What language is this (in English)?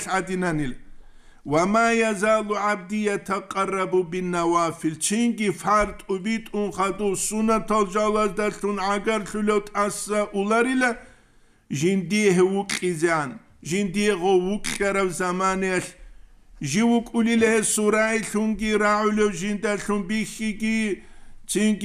Avaric